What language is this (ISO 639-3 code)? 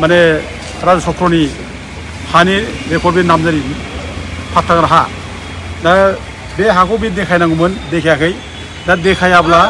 brx